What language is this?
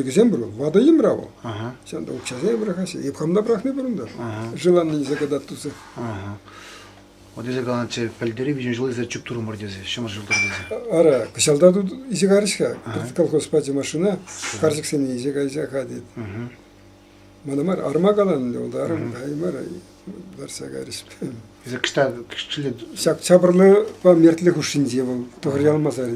Chuvash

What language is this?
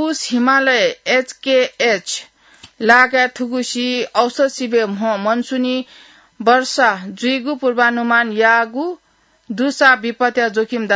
Newari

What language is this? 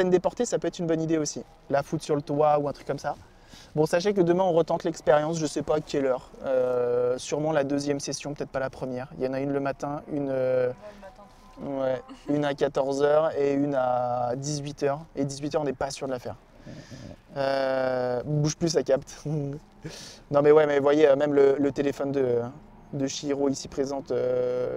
French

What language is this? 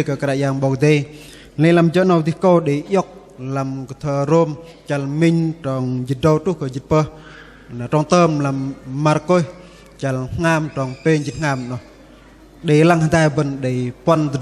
Bahnar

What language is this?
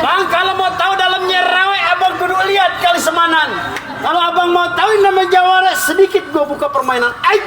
Betawi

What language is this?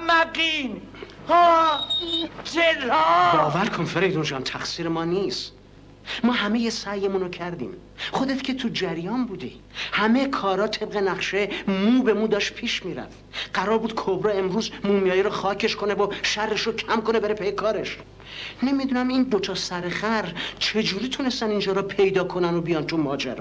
Persian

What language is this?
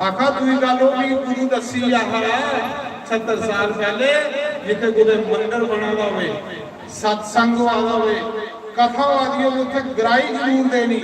Dogri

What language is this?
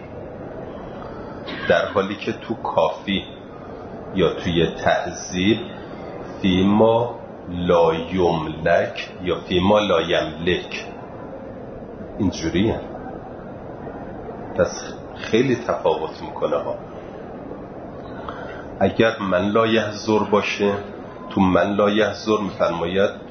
Persian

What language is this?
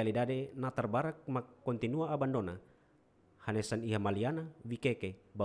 Tetum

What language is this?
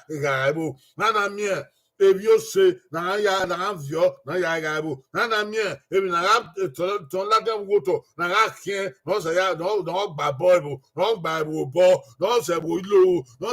Bini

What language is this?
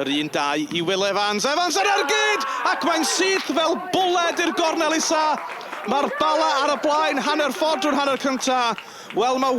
Welsh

